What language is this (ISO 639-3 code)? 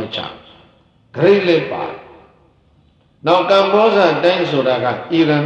mya